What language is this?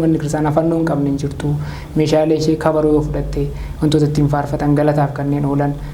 Oromo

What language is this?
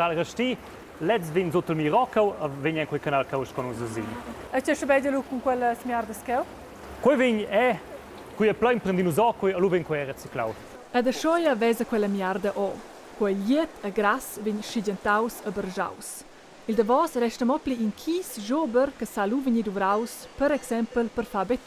Romansh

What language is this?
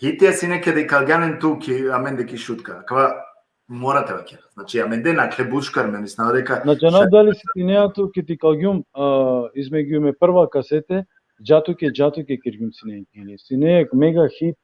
Balkan Romani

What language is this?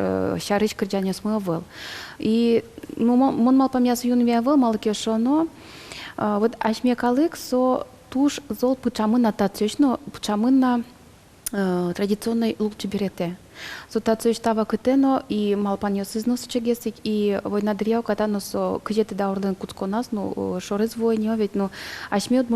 Udmurt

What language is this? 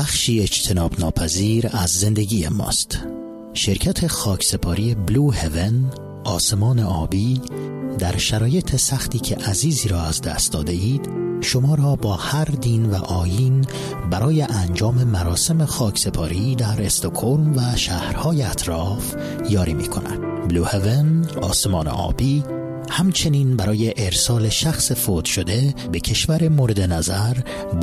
Persian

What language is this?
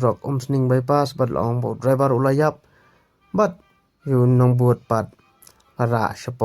Khasi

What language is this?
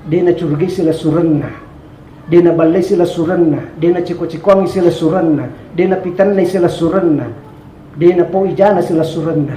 Buginese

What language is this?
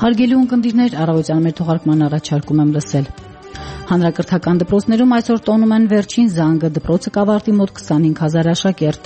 Armenian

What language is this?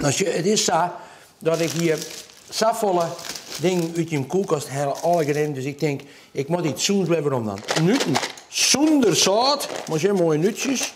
Western Frisian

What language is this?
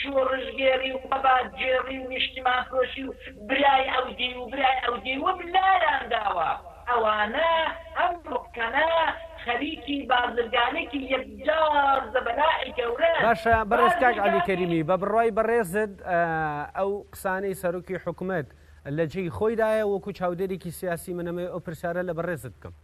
Central Kurdish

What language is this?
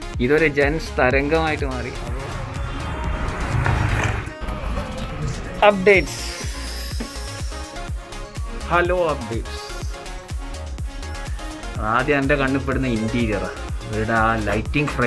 Malayalam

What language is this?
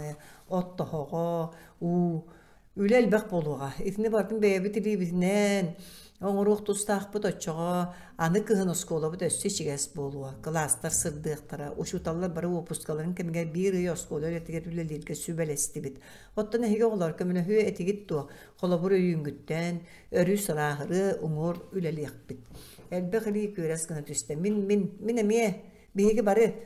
Yakut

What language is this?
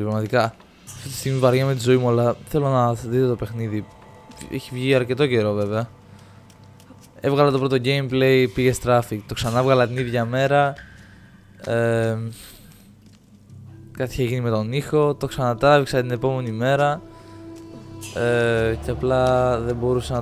Greek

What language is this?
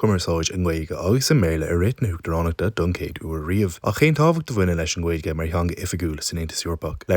Irish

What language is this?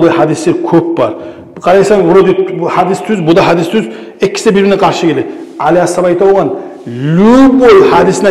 Kumyk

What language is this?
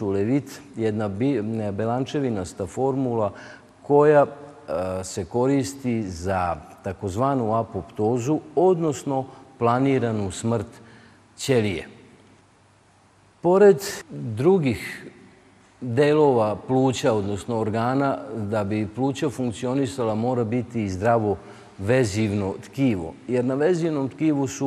Serbian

